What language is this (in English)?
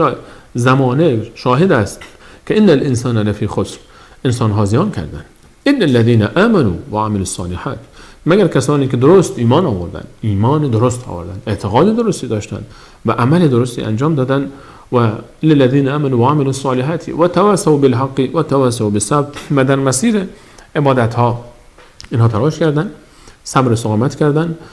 Persian